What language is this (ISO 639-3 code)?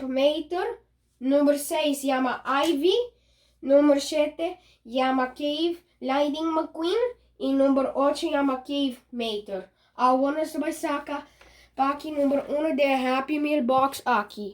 pap